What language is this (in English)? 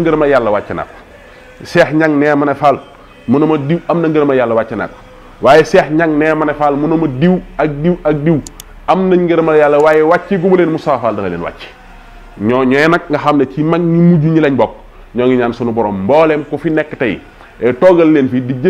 Wolof